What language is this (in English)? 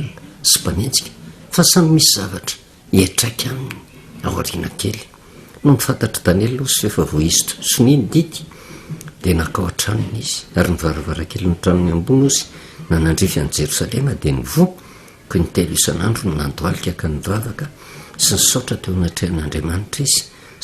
Malagasy